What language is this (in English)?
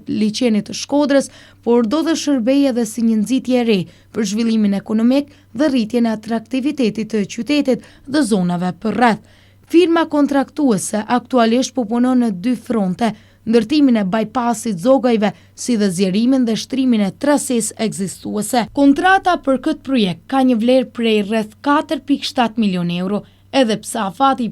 Albanian